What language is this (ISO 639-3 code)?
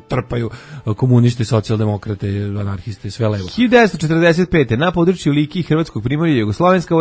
srp